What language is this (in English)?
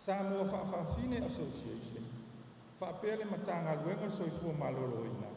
Samoan